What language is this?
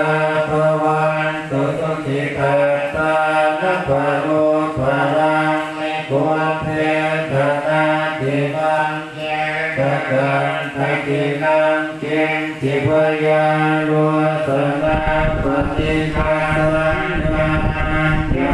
Pali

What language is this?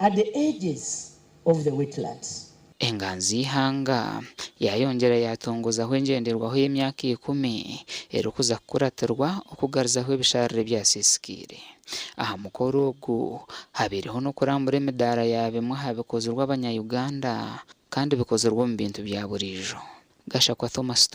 Nyankole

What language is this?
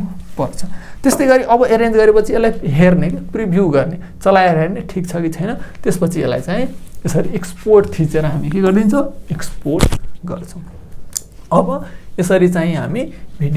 Nepali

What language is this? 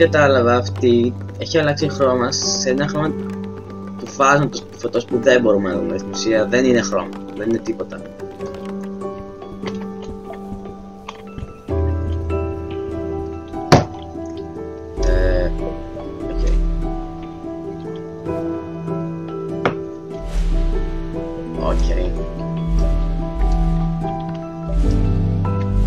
Greek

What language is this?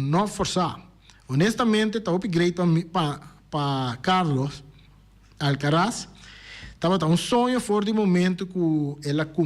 Papiamento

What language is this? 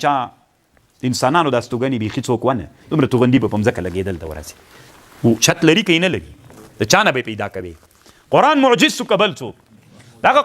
Pashto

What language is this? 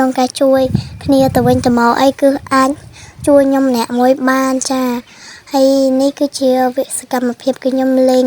Khmer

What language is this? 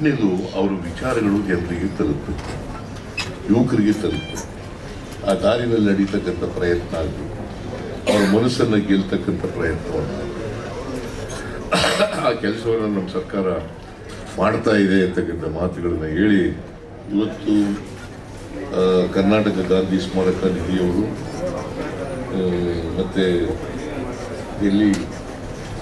Kannada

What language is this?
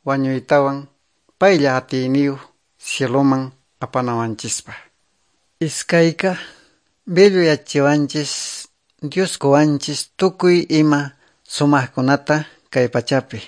Quechua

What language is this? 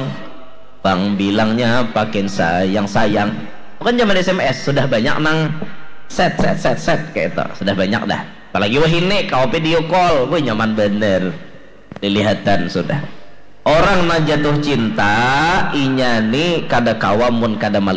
Banjar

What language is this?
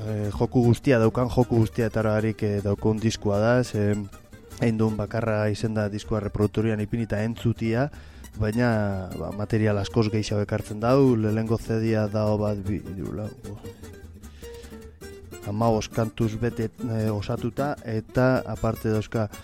Basque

